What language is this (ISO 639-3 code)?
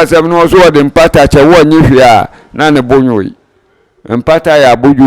aka